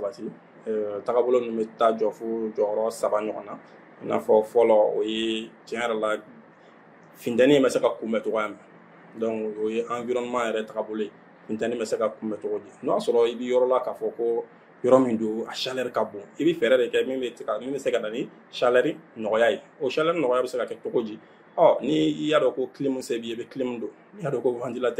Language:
Bambara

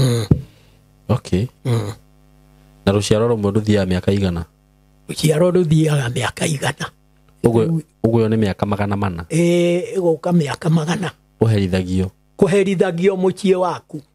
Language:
Kikuyu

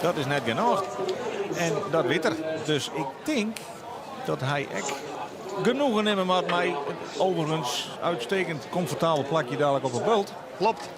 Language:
Western Frisian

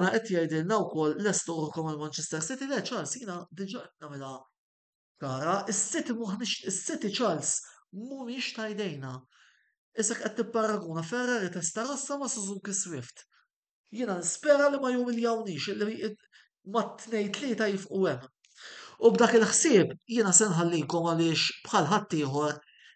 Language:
Maltese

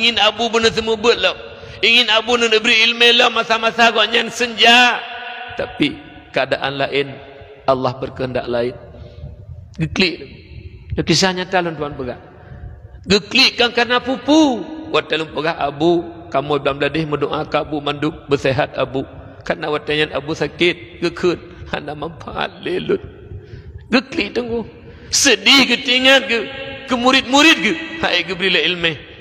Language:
Achinese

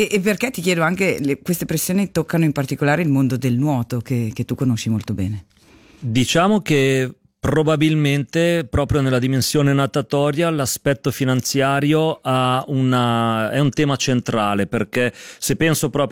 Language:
Italian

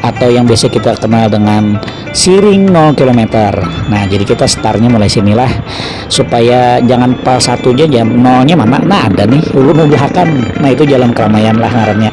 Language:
Banjar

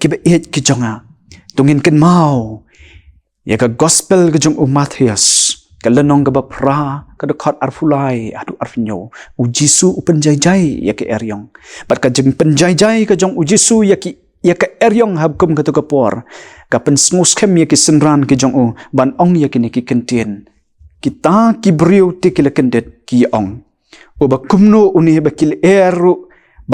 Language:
Khasi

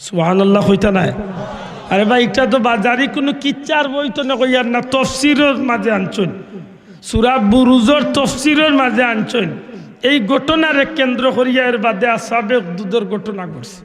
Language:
Sylheti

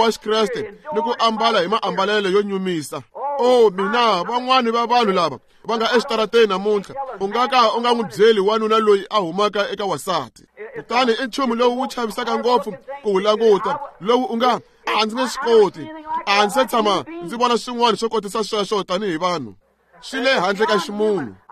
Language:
Tsonga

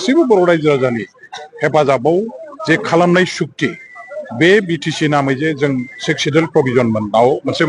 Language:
Bodo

